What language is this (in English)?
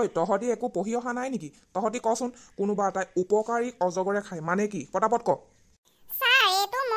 Assamese